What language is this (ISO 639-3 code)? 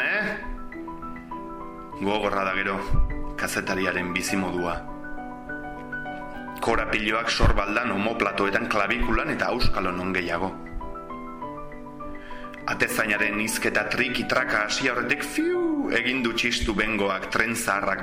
eus